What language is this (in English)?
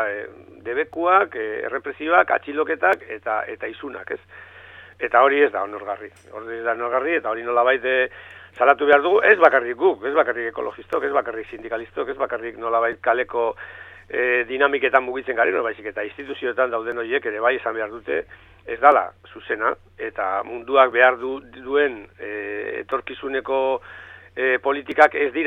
Basque